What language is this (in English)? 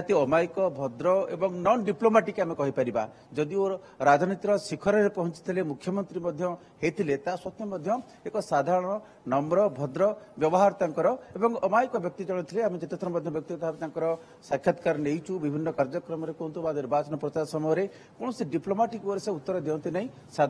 Odia